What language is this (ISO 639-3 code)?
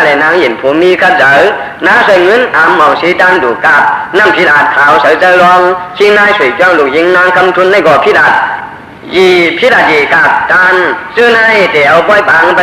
shn